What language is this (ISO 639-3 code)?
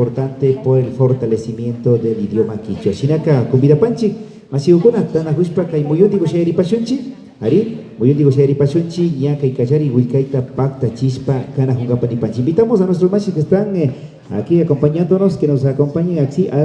qvi